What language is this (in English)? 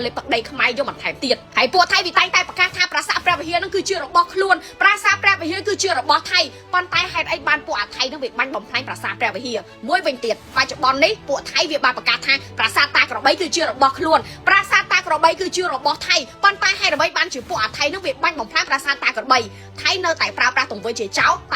Khmer